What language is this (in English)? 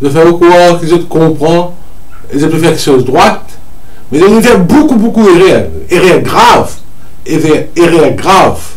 Morisyen